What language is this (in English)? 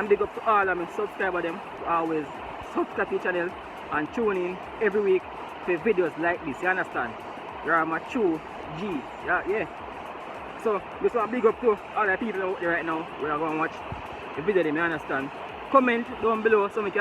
Jamaican Creole English